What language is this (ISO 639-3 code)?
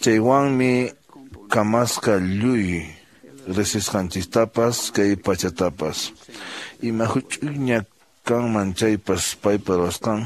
que